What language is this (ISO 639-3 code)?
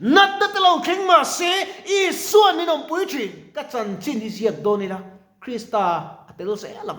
lus